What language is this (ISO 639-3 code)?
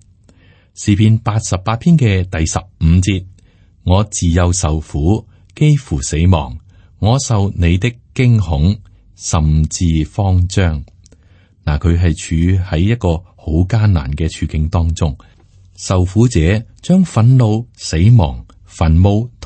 yue